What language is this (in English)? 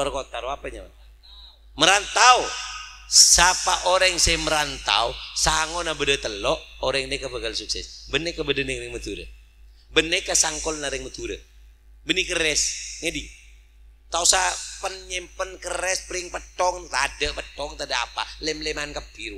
Madurese